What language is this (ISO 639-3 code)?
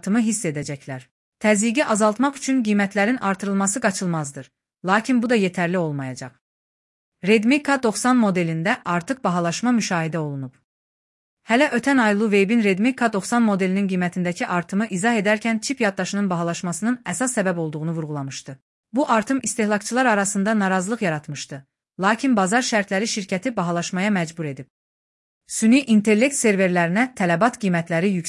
aze